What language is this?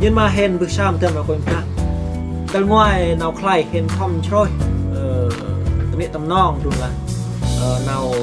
Central Mnong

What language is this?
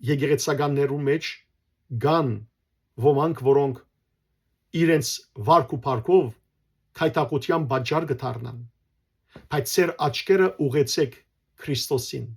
Western Armenian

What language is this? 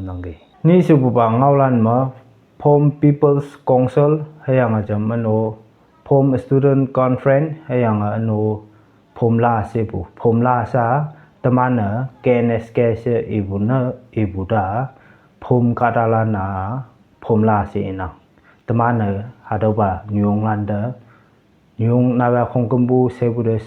Konyak Naga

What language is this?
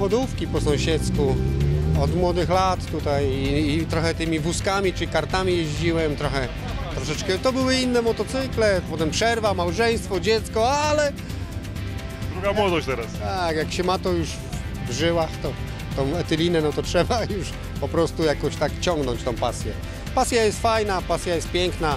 Polish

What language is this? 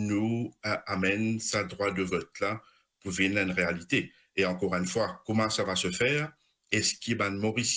Morisyen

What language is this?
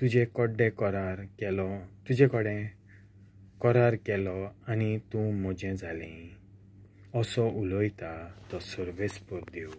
Konkani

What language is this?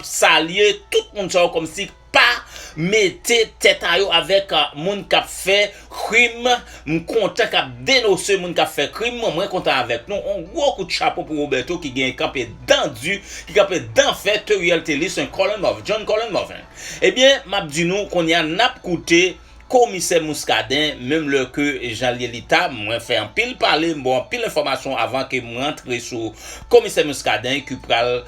Haitian Creole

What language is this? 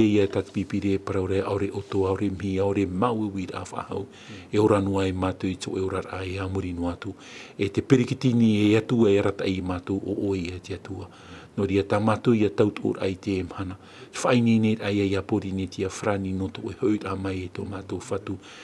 Tahitian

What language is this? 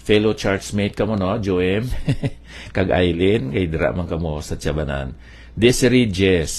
Hiligaynon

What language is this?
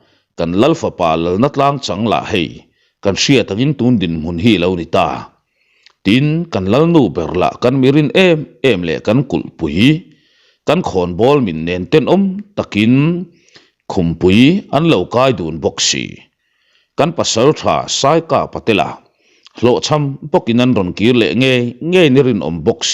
Mizo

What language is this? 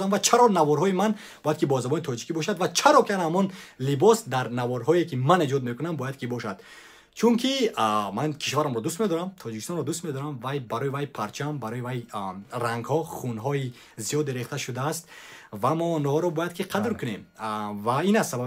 Tajik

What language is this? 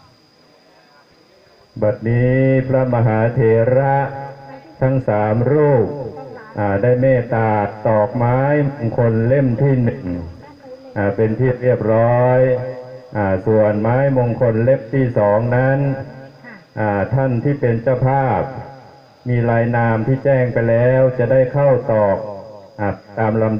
Thai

